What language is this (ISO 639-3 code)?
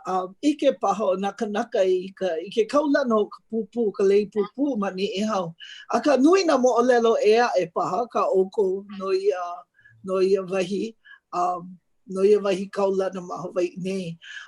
haw